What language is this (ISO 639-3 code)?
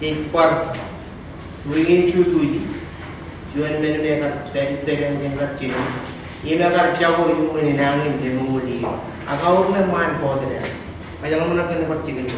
mah